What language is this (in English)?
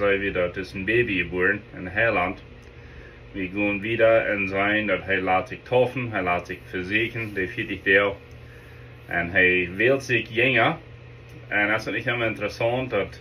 Plautdietsch